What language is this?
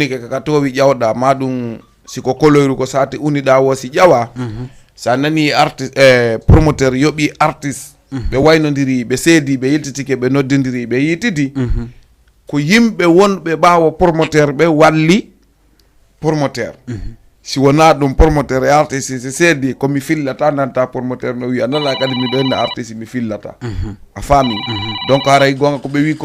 Fula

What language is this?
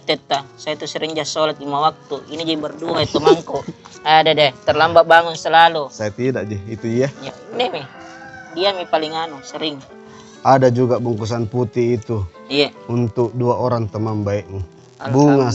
Makassar Malay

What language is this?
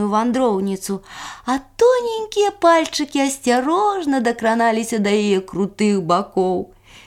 Belarusian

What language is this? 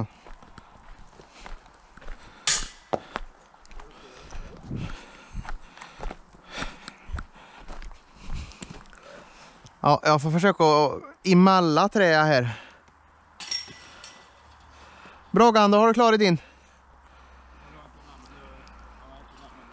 Swedish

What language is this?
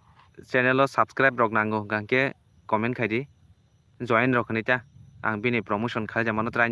Kok Borok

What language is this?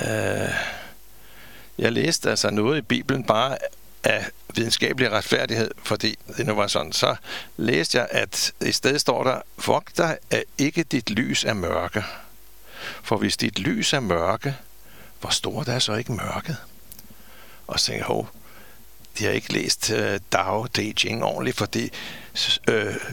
Danish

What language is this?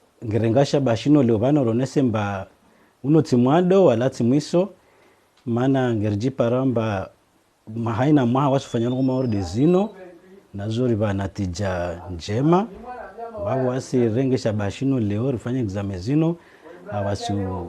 Ngazidja Comorian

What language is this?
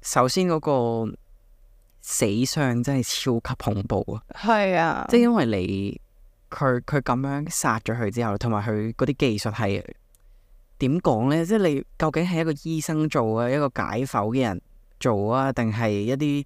Cantonese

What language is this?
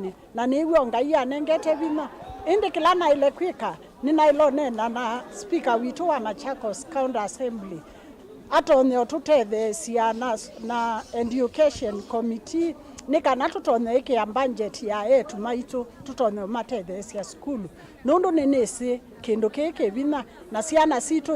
Kamba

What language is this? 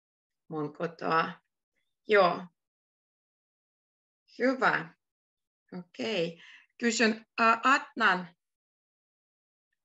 Finnish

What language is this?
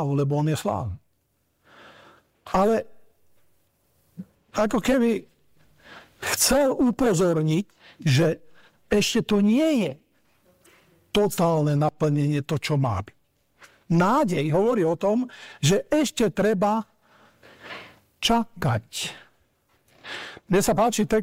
Slovak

